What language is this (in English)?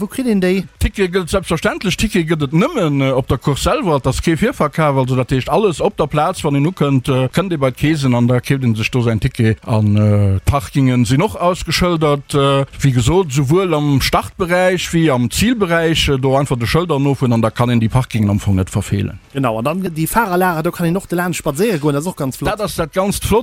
Luxembourgish